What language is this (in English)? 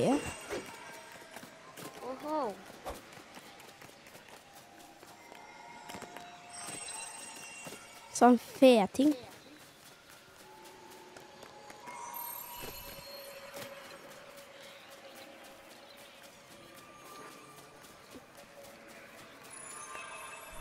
Norwegian